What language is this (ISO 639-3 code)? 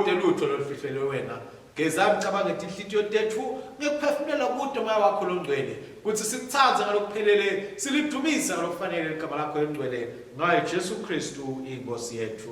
ssw